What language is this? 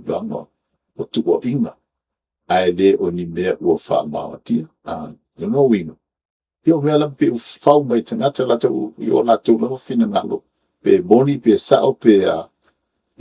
Samoan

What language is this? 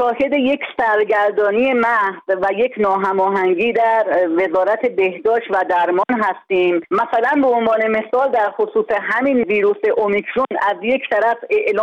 Persian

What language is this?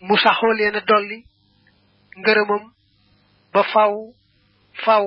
Wolof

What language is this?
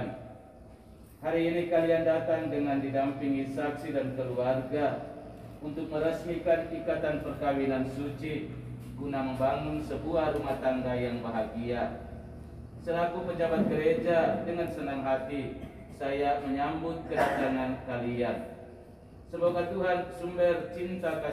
Indonesian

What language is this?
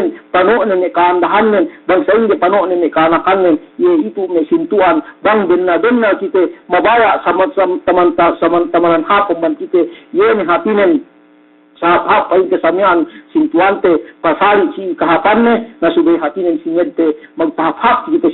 Yakan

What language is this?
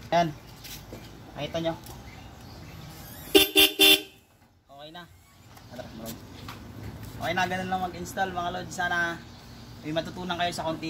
Filipino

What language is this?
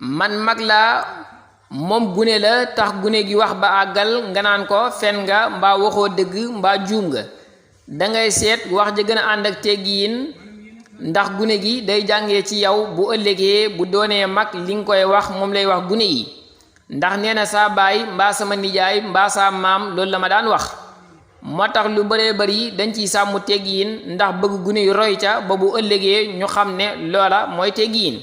Wolof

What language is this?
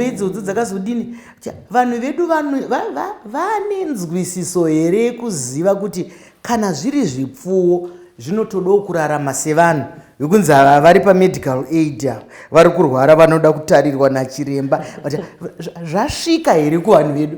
Shona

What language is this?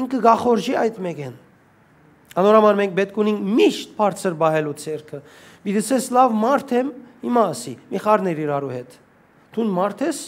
Western Armenian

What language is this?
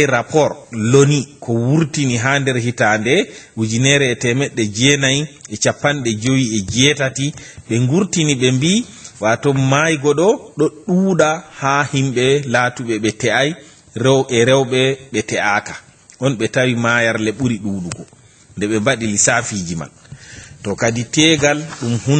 Fula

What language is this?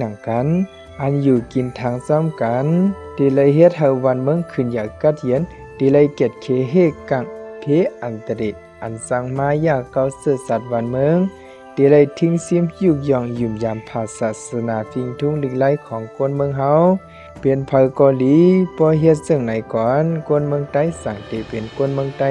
Shan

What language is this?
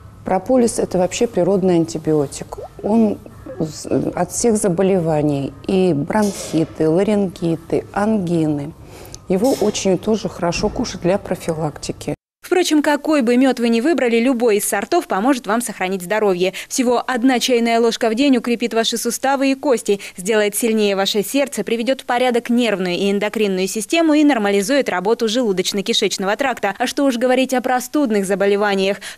Russian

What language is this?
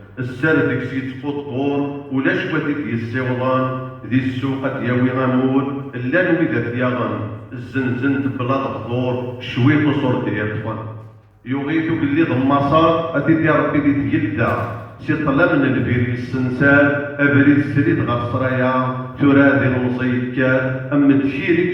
Kabyle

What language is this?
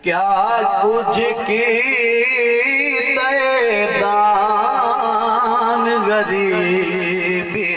Saraiki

